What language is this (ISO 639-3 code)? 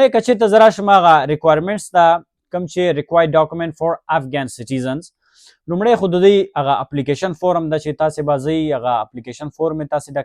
pus